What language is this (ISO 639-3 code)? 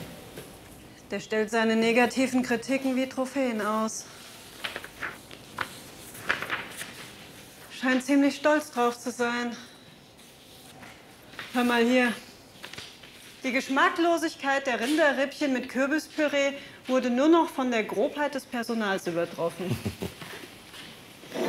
deu